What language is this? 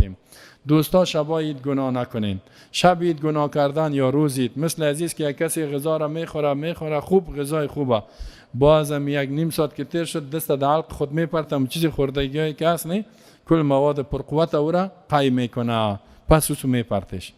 Persian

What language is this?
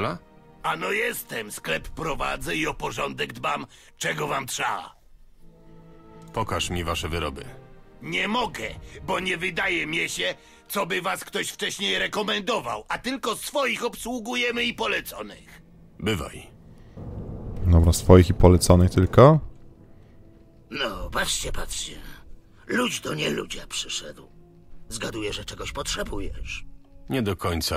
Polish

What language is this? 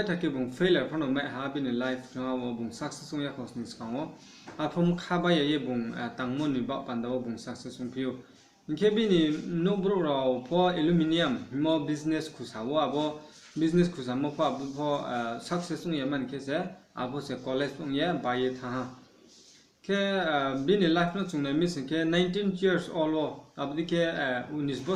Riang (India)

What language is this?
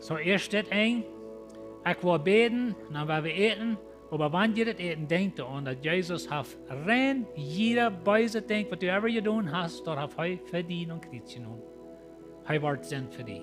Plautdietsch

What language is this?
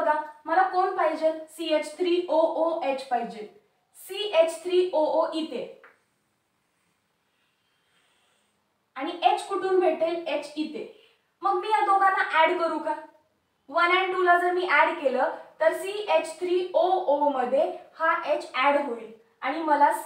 Marathi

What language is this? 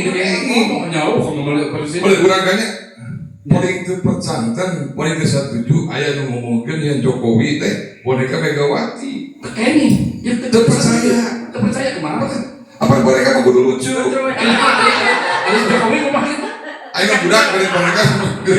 Sundanese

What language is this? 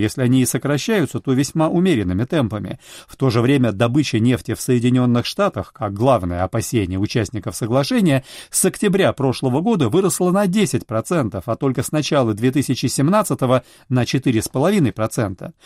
Russian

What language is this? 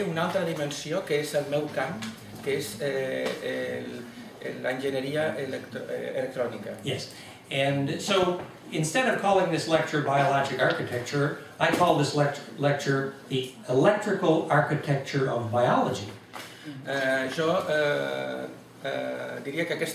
Catalan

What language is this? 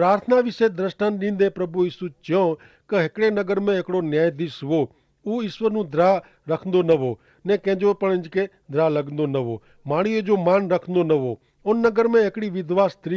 Kachhi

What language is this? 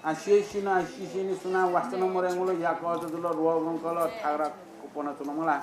Newari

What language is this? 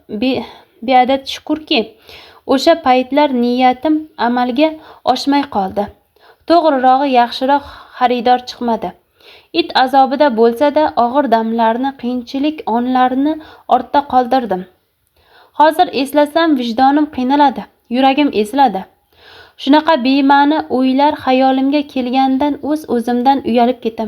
Uzbek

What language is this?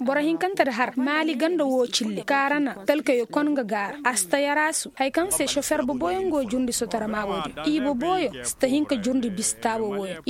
Zarma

